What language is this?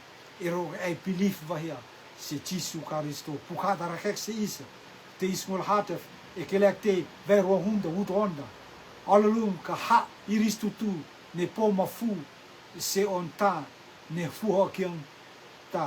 Rotuman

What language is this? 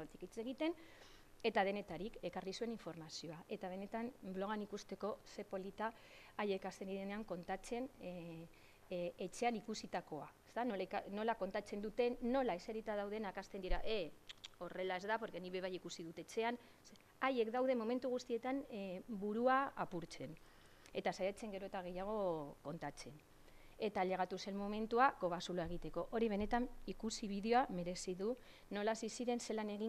Basque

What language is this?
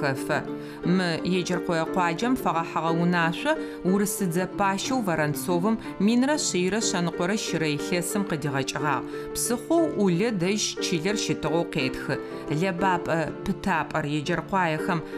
Adyghe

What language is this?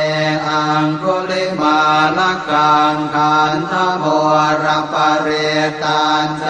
Pali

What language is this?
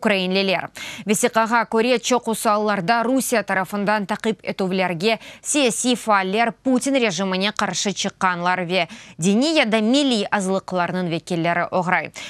Crimean Tatar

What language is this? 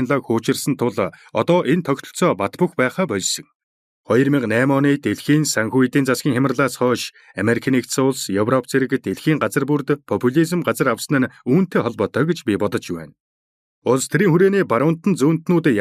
Mongolian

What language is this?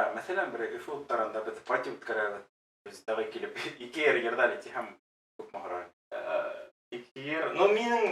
Bashkir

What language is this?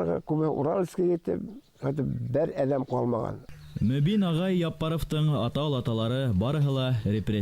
Bashkir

